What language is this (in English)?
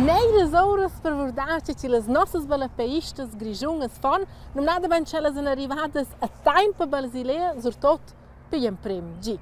Romansh